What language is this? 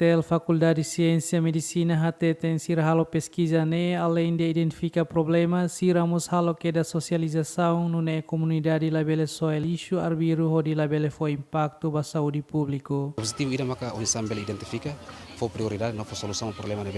Tetum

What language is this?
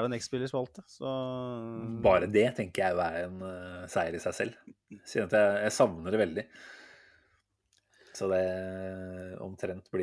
Norwegian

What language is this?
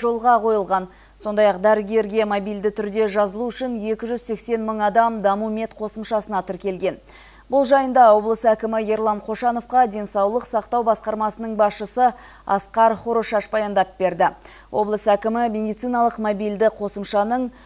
Kazakh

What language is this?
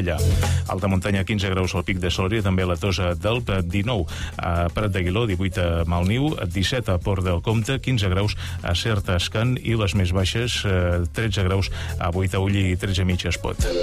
Catalan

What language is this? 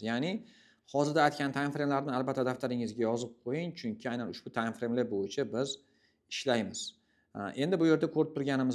Uzbek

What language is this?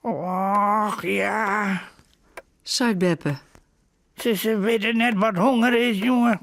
Western Frisian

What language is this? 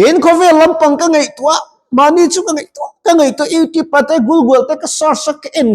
Mizo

